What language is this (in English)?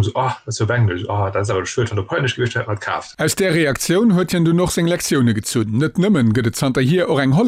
Luxembourgish